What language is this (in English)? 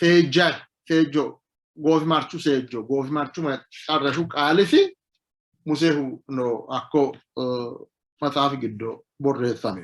Sidamo